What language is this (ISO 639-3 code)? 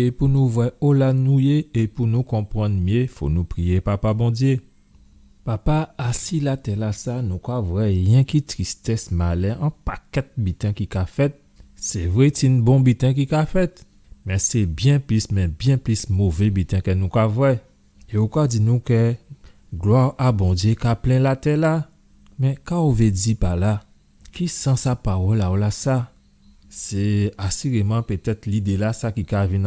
gcf